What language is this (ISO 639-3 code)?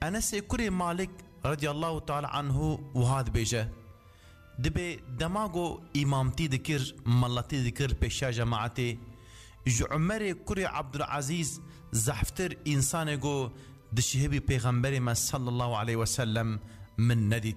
kur